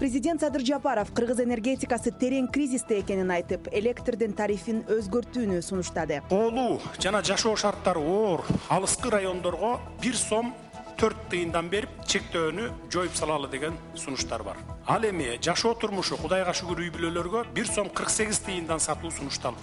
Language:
Kyrgyz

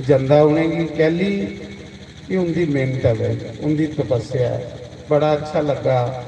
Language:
Dogri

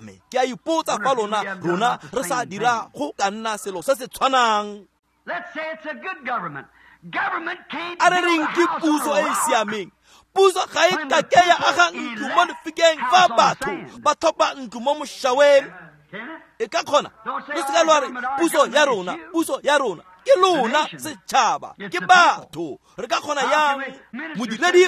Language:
Tswana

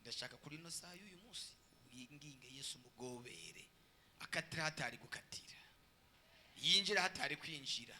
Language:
Rundi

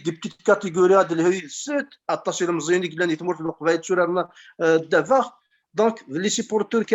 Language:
Kabyle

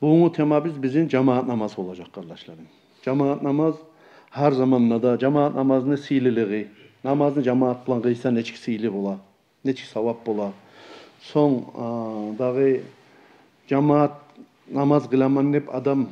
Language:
Kumyk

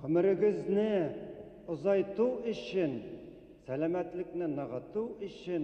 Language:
Bashkir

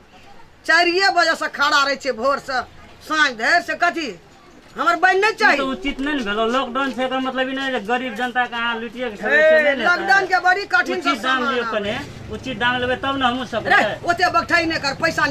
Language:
Maithili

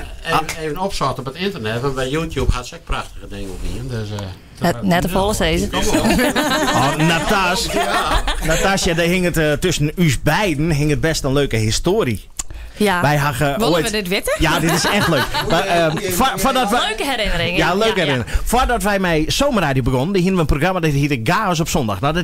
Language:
Western Frisian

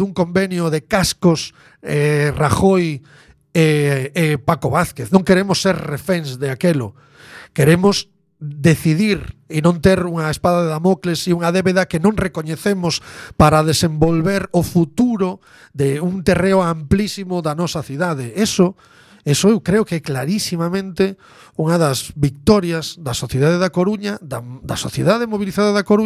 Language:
Galician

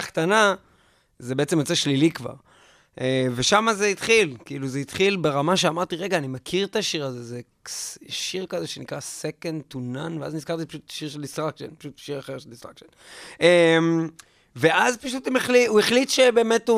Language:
Hebrew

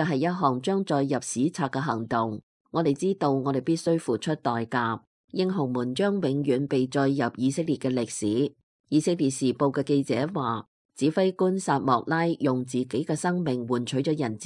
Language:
Cantonese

